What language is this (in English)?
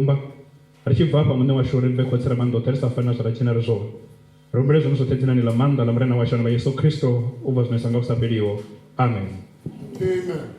Venda